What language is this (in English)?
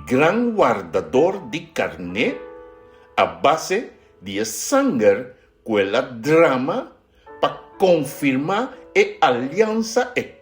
Papiamento